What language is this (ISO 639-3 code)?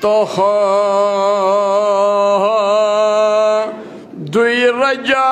kas